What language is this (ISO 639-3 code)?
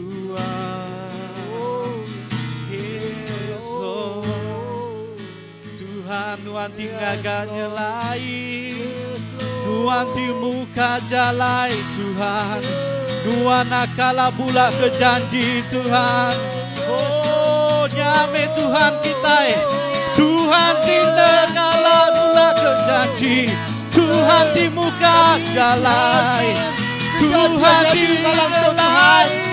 iba